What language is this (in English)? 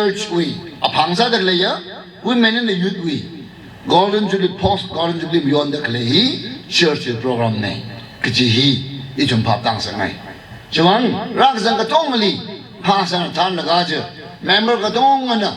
Tangkhul Naga (India)